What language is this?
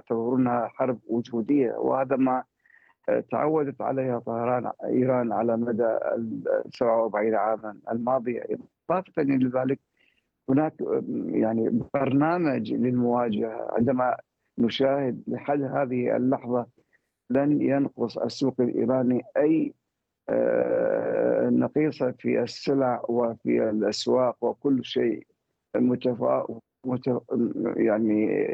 Arabic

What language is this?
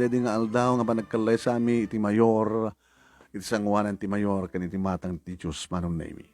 Iloko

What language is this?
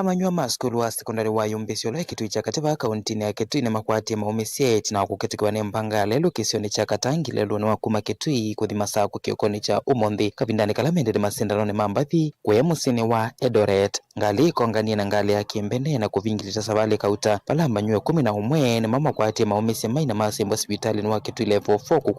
Kamba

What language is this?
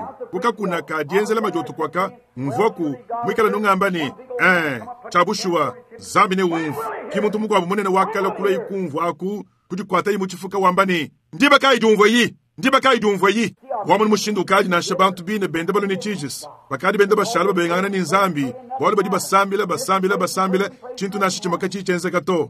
Luba-Lulua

